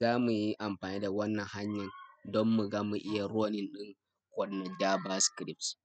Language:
Hausa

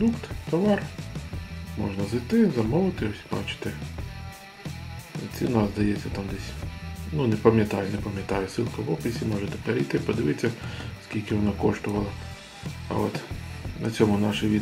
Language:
Ukrainian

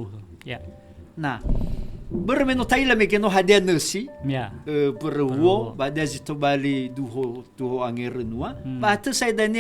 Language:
Nias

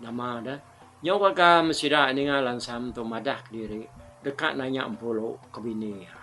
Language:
Iban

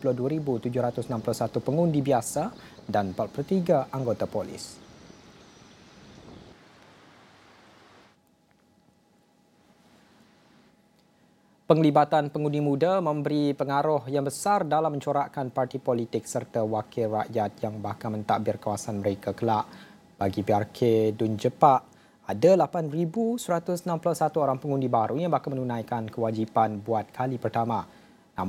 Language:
Malay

